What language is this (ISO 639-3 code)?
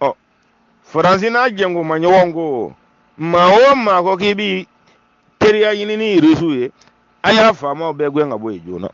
bam